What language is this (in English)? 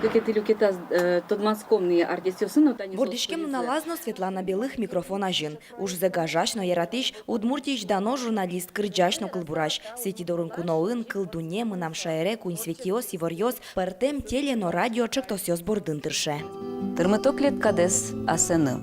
Udmurt